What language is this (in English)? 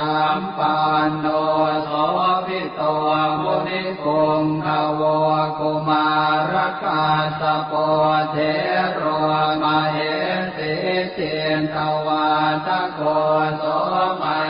Pali